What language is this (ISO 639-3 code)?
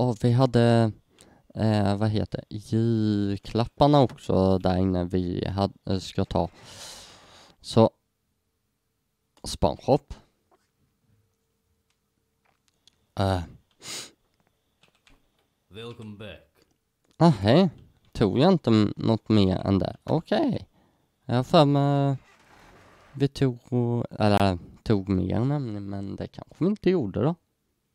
swe